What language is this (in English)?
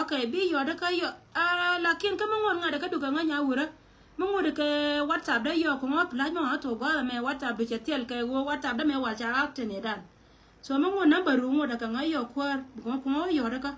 Nuer